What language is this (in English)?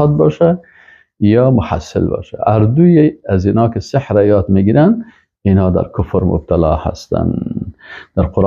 Persian